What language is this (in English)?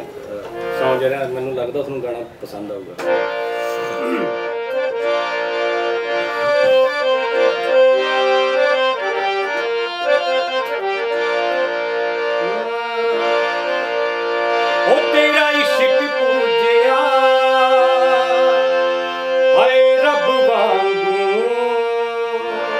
Punjabi